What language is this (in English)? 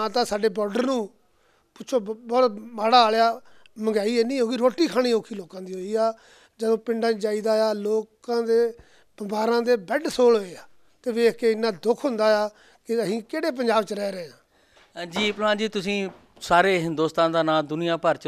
Punjabi